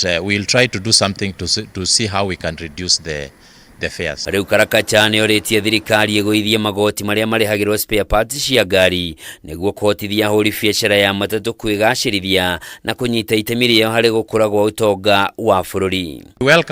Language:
Kikuyu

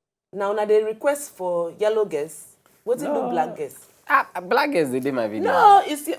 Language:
Nigerian Pidgin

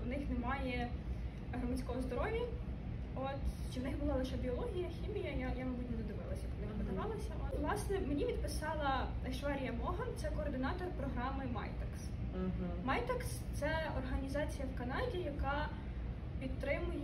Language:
Ukrainian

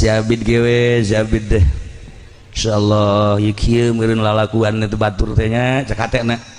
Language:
Sundanese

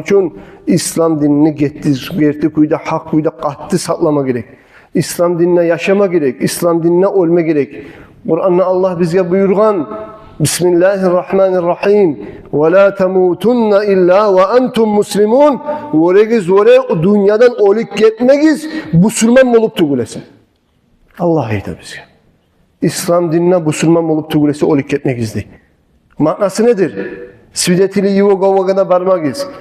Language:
Kumyk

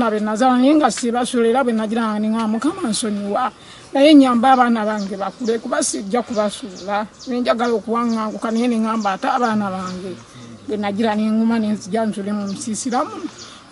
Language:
Ganda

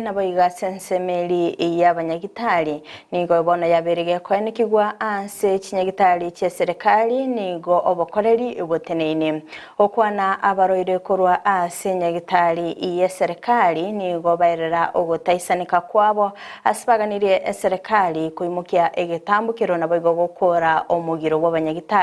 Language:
Gusii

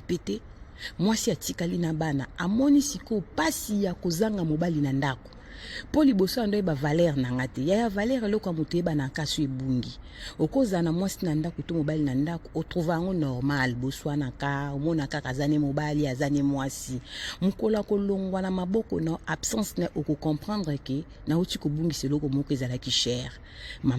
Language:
Lingala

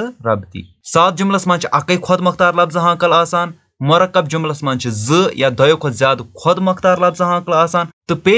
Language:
Kashmiri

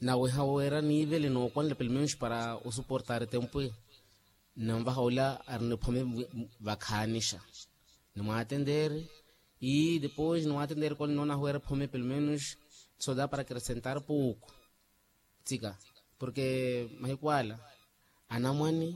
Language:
Makhuwa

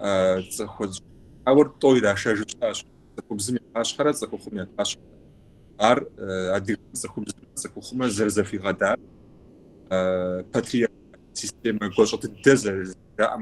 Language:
Kabardian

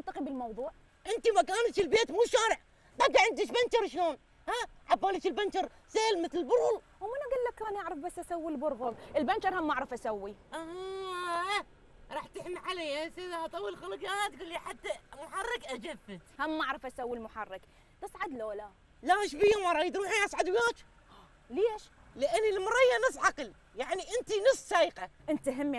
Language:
Mesopotamian Arabic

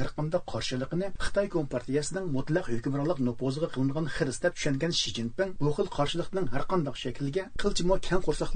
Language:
Uyghur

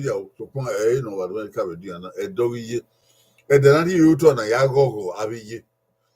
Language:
Bini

